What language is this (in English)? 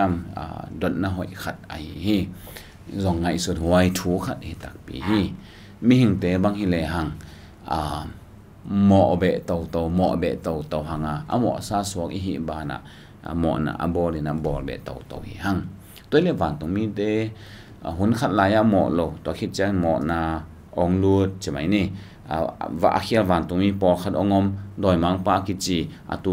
Tedim Chin